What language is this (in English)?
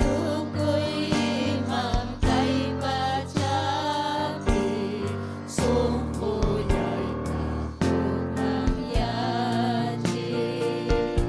Ayacucho Quechua